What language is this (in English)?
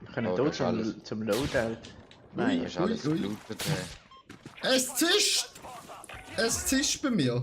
Swiss German